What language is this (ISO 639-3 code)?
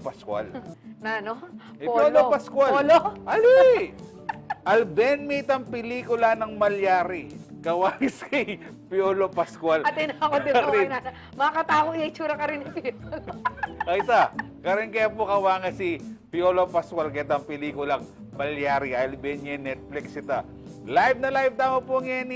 pam